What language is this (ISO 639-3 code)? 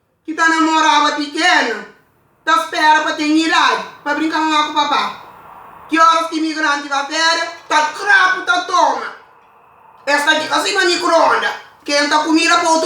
kea